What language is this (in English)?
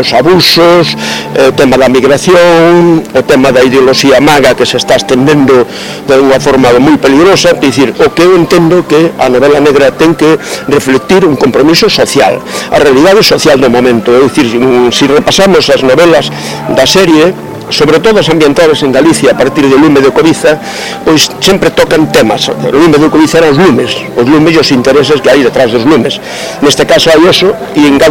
Galician